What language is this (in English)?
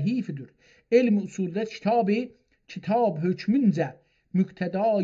South Azerbaijani